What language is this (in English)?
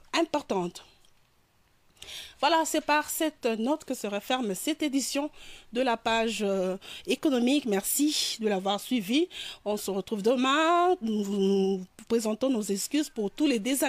French